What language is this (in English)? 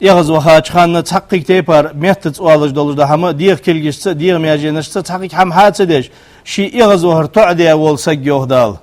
Ingush